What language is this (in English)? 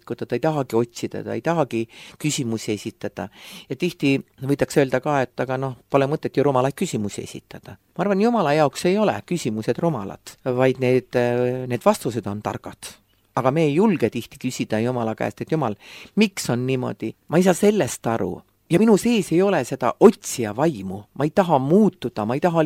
Estonian